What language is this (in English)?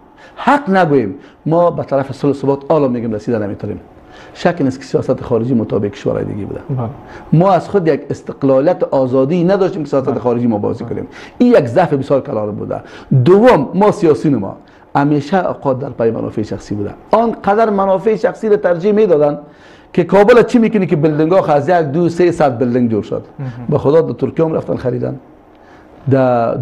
Persian